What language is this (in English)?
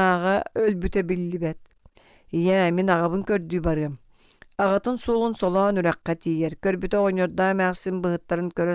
Yakut